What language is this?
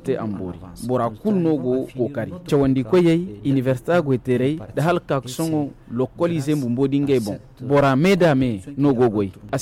Zarma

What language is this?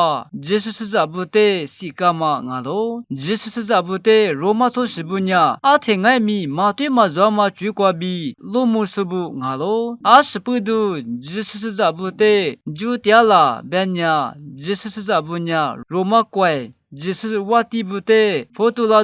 Lisu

